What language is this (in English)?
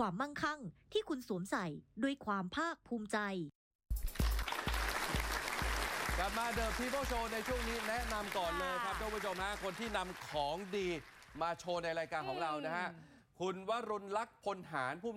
Thai